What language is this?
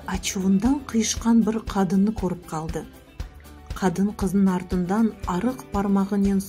Crimean Tatar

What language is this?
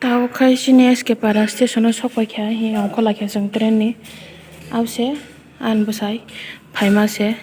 Kok Borok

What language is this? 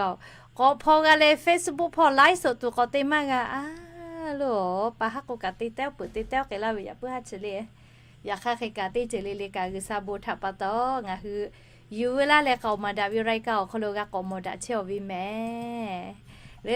Lahu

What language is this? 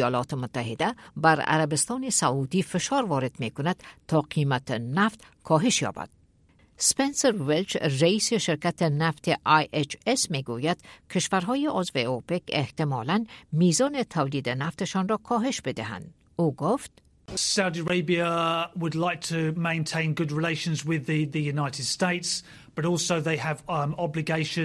Persian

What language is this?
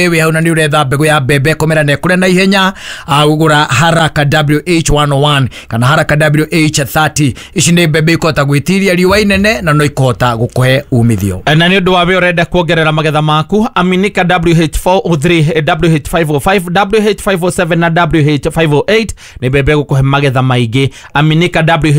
Kikuyu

